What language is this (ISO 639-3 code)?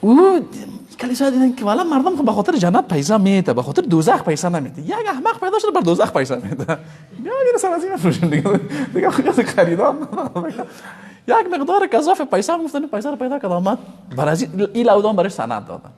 fas